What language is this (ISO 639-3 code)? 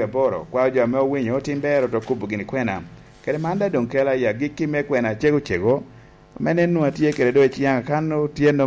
laj